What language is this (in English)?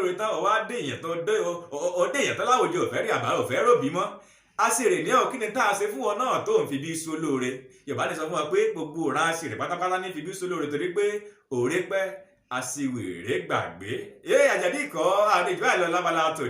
Yoruba